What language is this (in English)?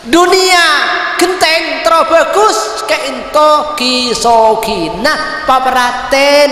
Madurese